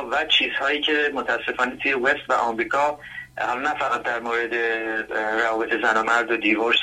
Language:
Persian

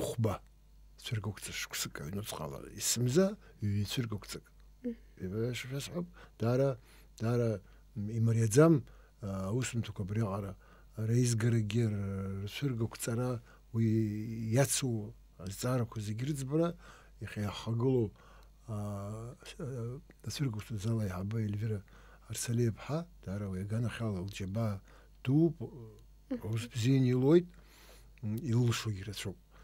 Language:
Abkhazian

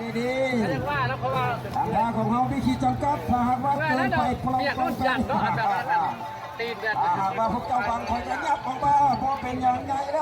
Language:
Lao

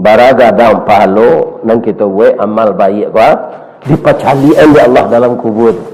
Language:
Minangkabau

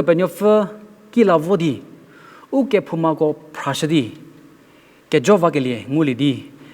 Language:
Angami Naga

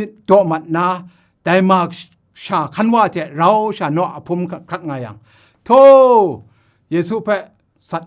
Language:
Kachin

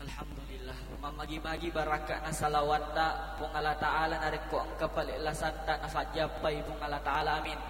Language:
Buginese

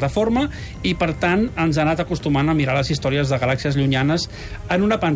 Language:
Catalan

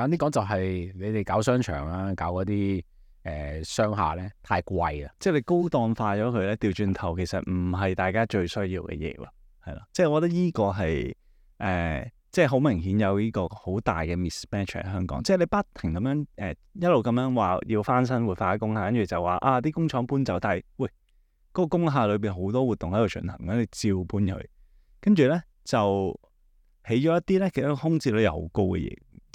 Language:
Cantonese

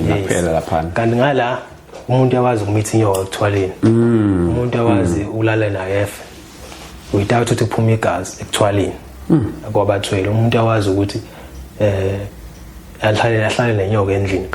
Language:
Zulu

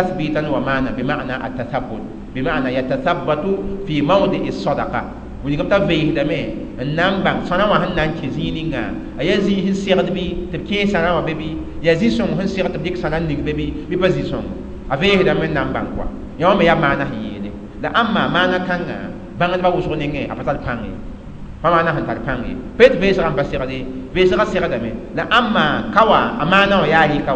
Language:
Mossi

